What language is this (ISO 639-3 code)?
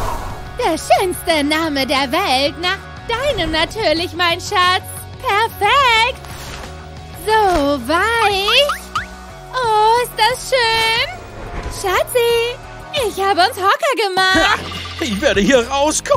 deu